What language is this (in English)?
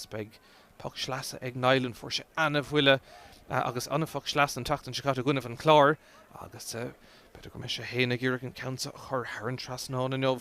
Irish